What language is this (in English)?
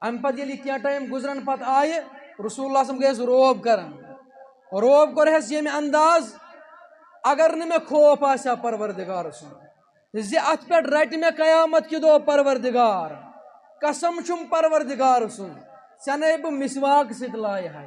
Kashmiri